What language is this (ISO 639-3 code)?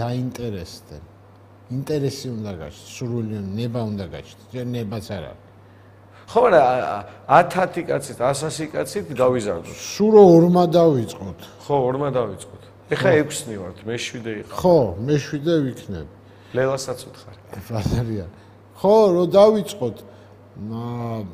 kat